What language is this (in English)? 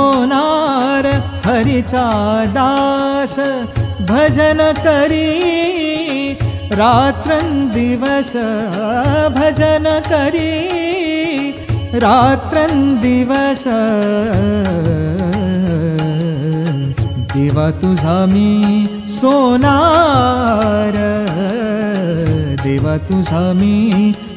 Marathi